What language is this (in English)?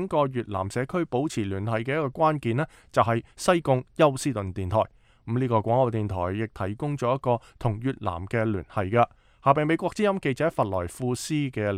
Cantonese